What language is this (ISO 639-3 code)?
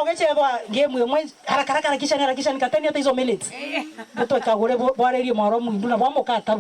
mer